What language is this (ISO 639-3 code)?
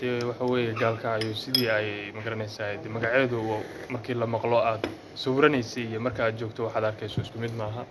som